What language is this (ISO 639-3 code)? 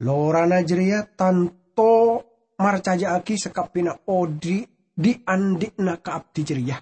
mad